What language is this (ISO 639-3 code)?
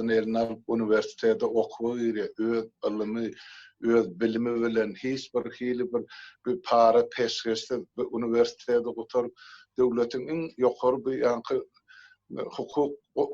tuk